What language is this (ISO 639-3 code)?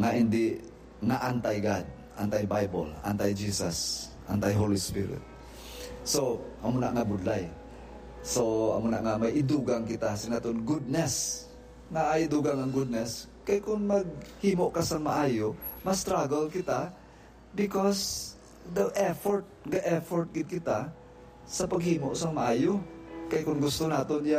hil